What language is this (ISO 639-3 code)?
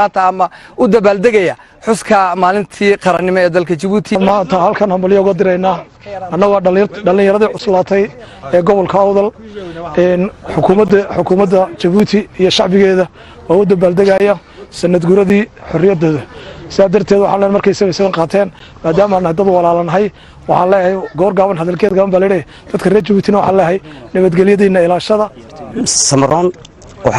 som